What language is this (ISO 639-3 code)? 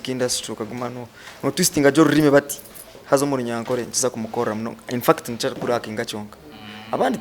nyn